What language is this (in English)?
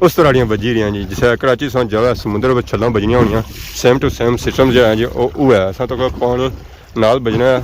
Pahari-Potwari